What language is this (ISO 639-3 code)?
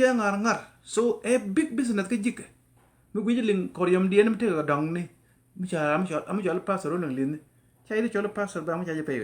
nus